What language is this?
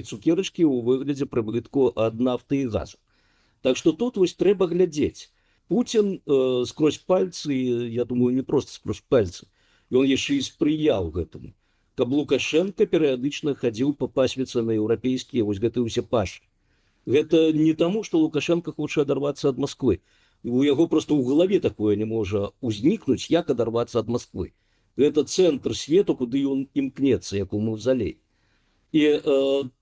Belarusian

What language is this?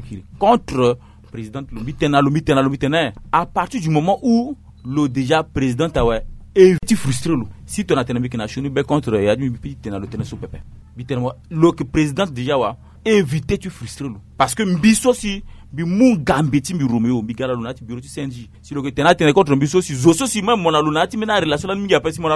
Sango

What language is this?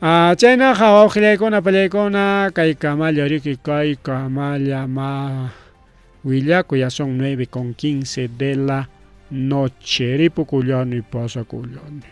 Ayacucho Quechua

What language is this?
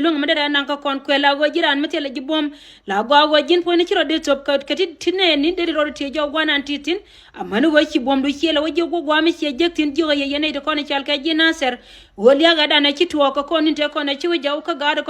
Nuer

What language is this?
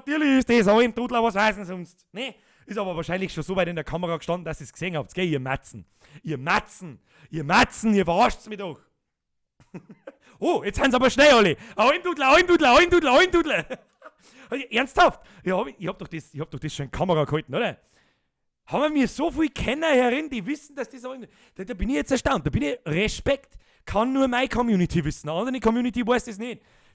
Bavarian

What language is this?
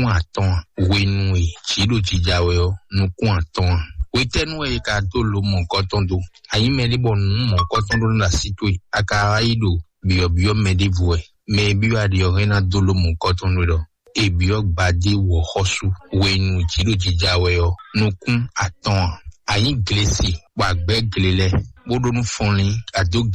Fon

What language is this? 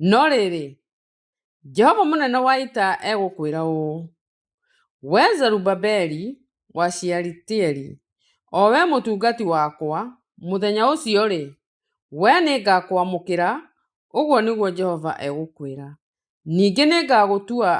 Kikuyu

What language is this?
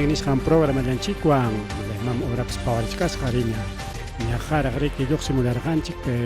Ayacucho Quechua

